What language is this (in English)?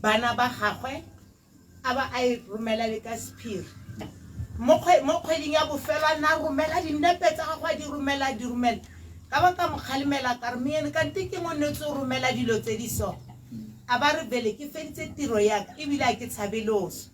Tswana